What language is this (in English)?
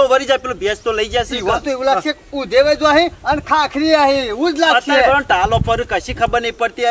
Gujarati